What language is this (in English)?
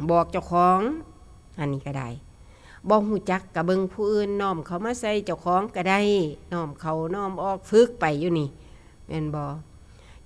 Northeastern Thai